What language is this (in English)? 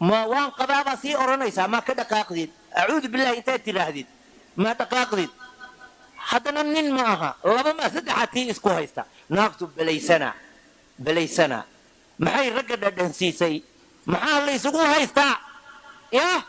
Somali